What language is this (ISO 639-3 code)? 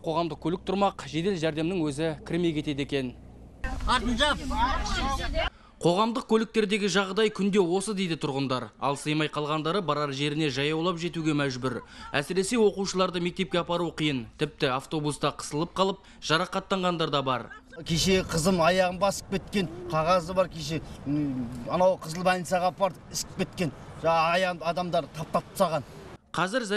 kaz